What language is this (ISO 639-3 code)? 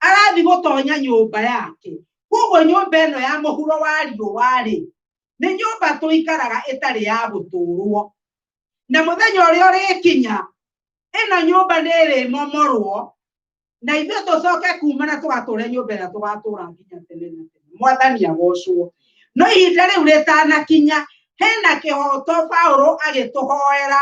kik